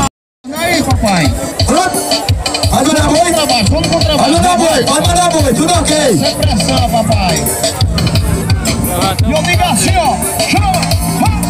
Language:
Portuguese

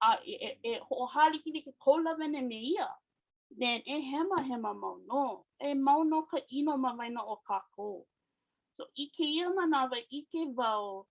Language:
Hawaiian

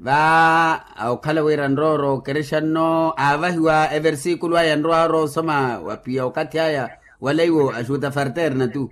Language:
Makhuwa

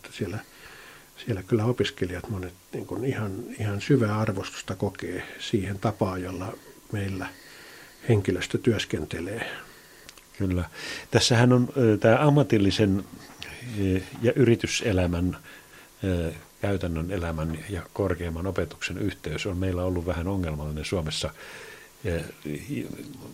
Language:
Finnish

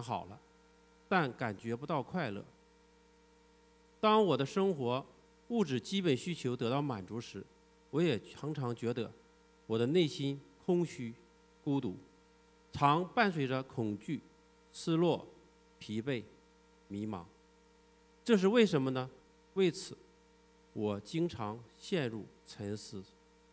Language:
Chinese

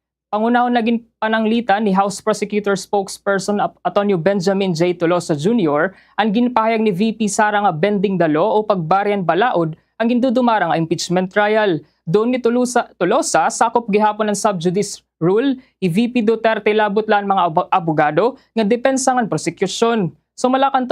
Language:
Waray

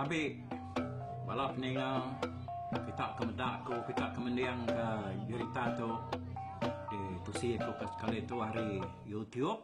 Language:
Iban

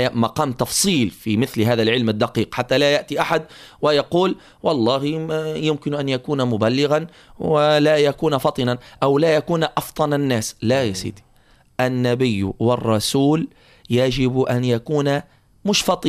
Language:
Arabic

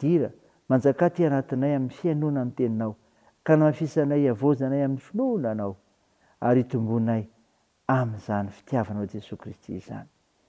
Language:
Malagasy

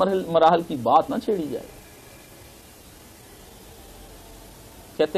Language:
Urdu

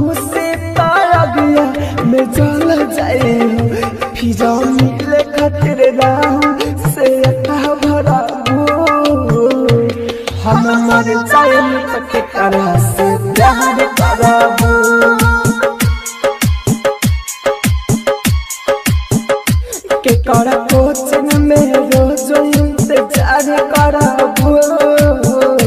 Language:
Bhojpuri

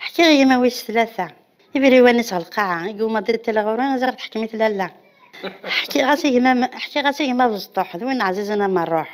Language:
Kabyle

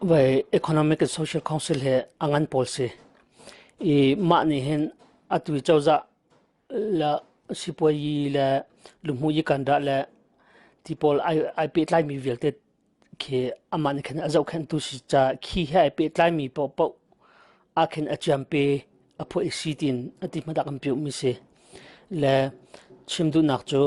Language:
Hakha Chin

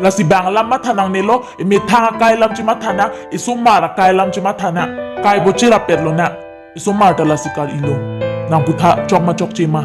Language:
Karbi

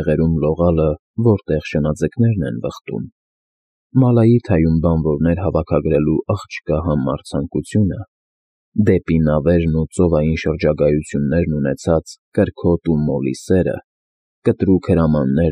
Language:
Armenian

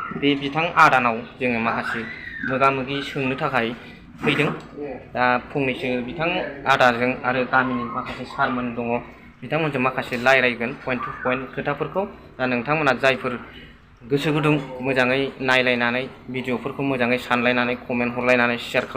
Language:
Bodo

